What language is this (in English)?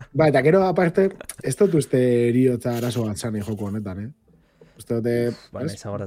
Basque